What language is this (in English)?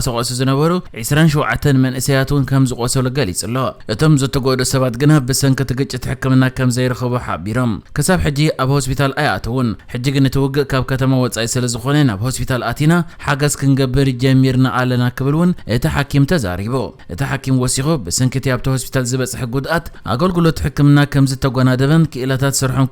Tigrinya